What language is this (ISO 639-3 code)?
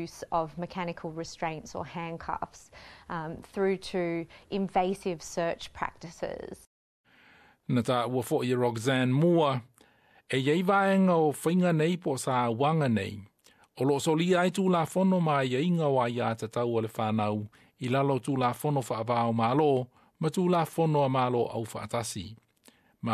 smo